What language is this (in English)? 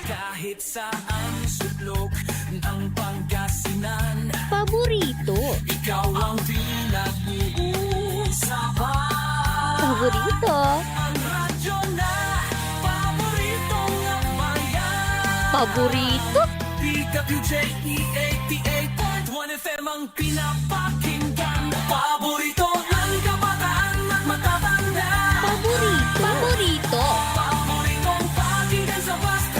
Pangasinan